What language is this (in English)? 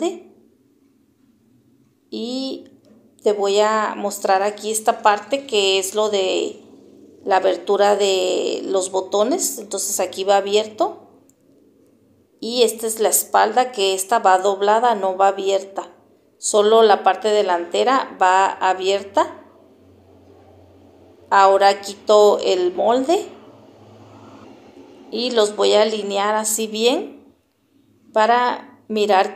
Spanish